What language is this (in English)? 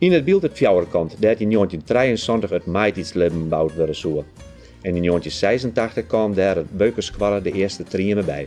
Western Frisian